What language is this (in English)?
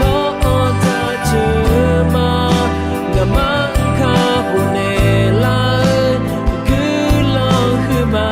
Akha